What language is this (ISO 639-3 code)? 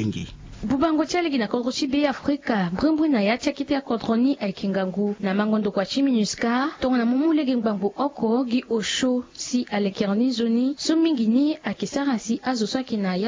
sag